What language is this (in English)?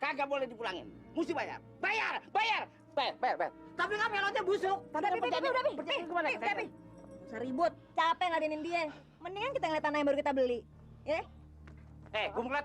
Betawi